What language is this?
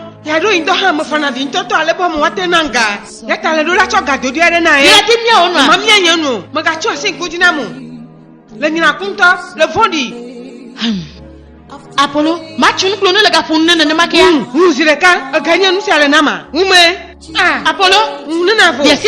Ewe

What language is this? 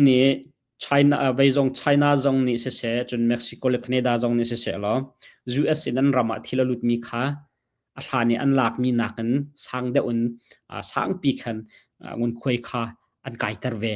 Hakha Chin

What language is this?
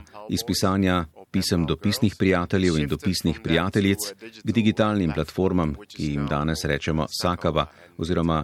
Slovenian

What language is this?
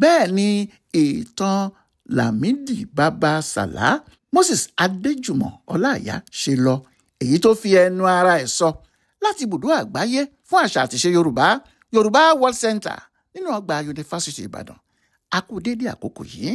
Yoruba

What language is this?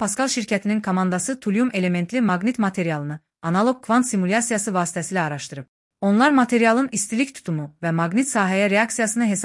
Azerbaijani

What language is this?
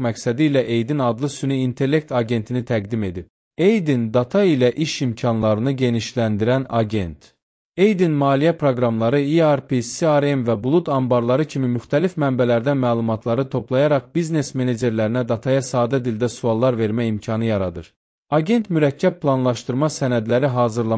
Azerbaijani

